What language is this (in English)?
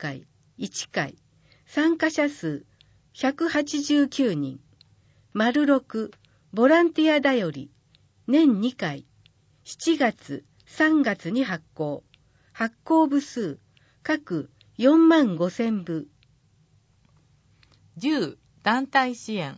Japanese